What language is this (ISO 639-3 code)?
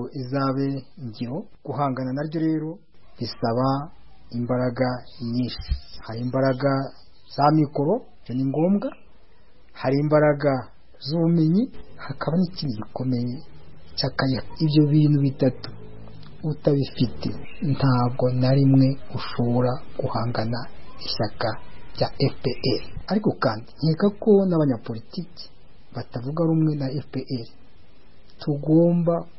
kin